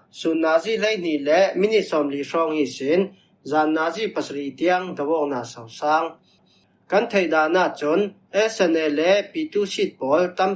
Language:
Falam Chin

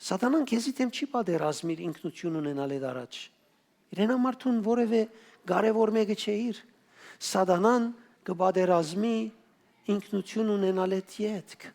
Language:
Western Armenian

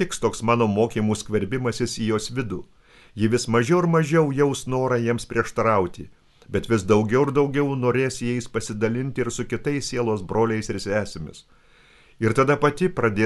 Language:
Lithuanian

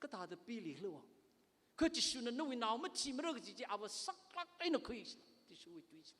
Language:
Tangkhul Naga (India)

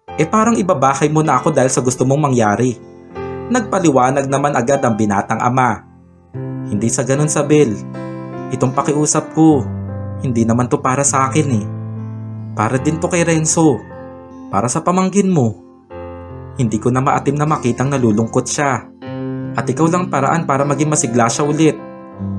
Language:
Filipino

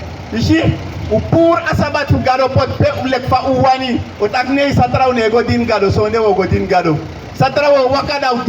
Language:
Sranan Tongo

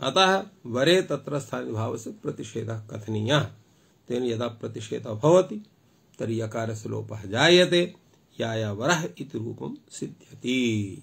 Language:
Sanskrit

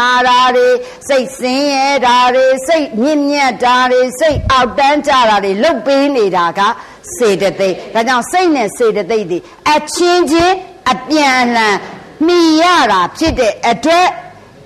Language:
Burmese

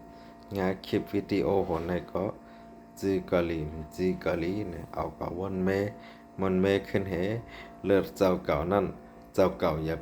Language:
Shan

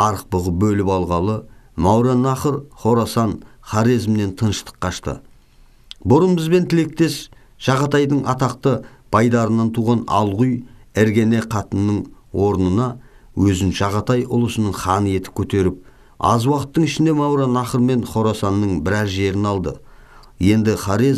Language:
Kazakh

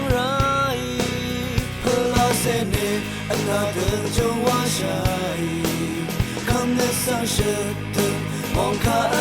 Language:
Rawang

